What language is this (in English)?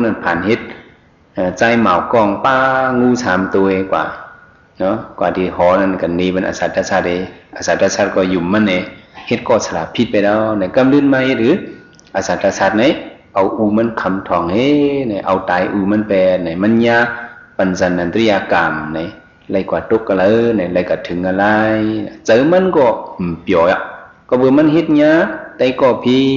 Shan